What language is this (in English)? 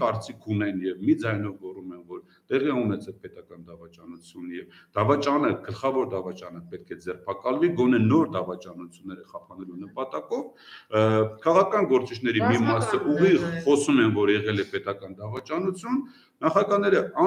Armenian